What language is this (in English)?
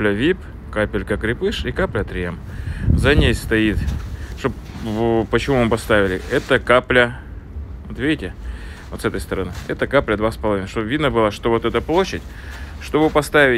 Russian